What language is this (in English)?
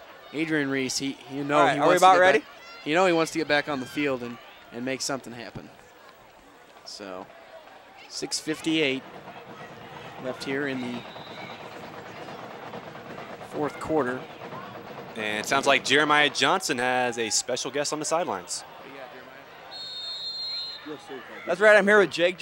English